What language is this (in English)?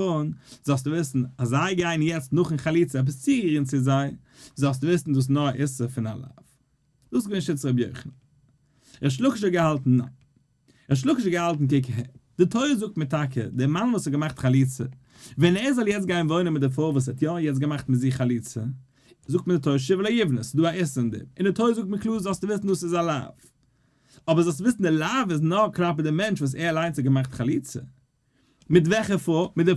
Yiddish